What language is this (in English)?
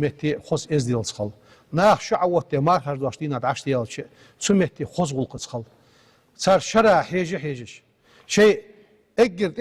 Ingush